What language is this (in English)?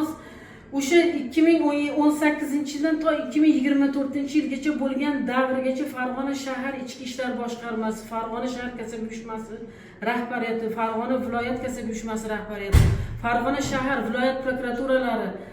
Uzbek